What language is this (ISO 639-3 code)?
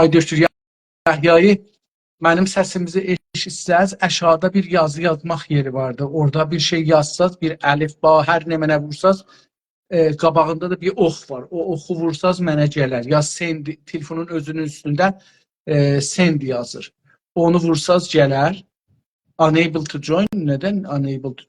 azb